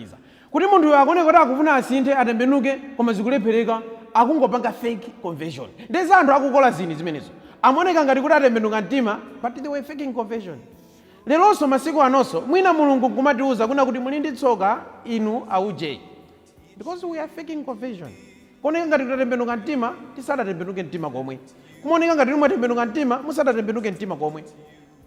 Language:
Nyanja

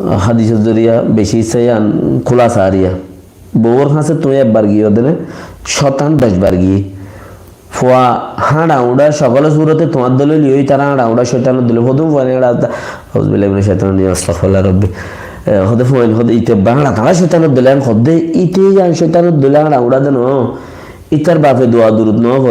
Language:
Rohingya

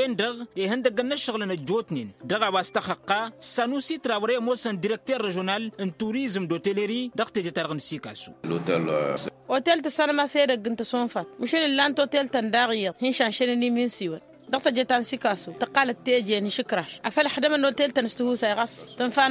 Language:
Tamasheq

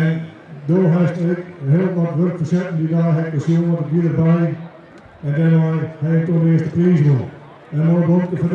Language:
Western Frisian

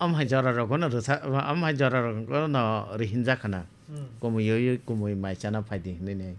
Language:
Kok Borok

